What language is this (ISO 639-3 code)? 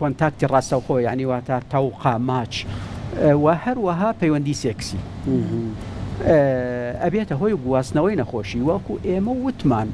ckb